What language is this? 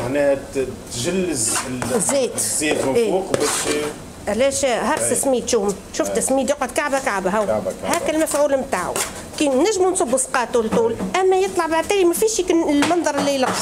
Tunisian Arabic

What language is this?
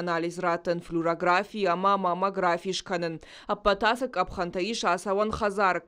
Ossetic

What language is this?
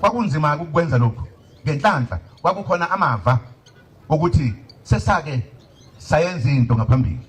Zulu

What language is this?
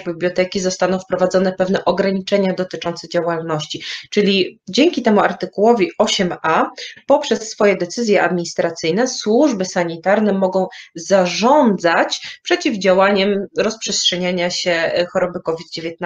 Polish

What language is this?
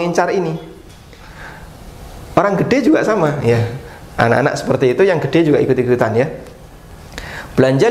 Indonesian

